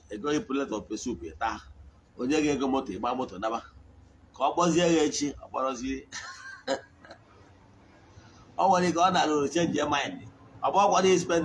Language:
Igbo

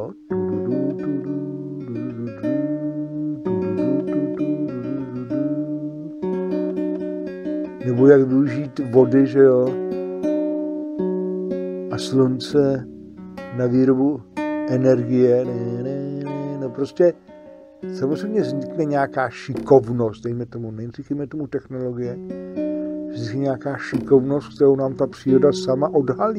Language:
Czech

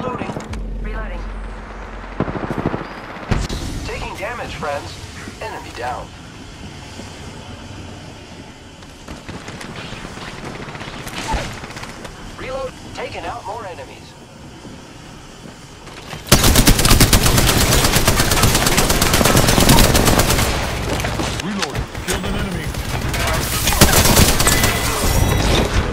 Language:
English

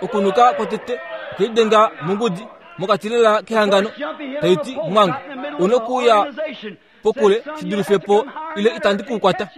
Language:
Kuanyama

